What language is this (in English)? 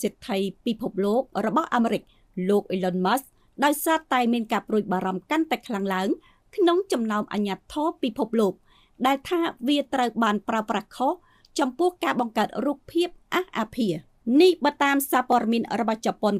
Khmer